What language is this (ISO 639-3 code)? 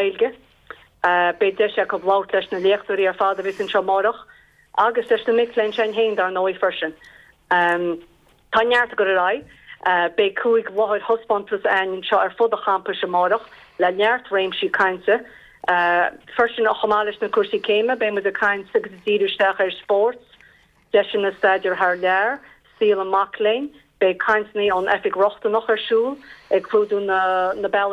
gle